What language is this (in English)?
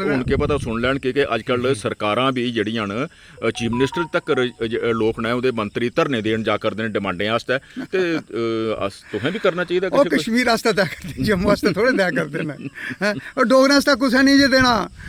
Dogri